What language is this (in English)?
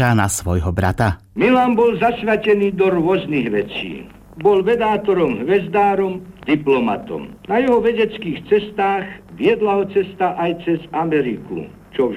Slovak